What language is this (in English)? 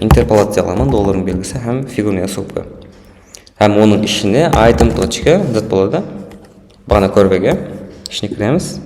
Kara-Kalpak